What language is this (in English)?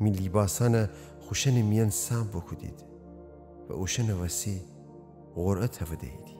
Gilaki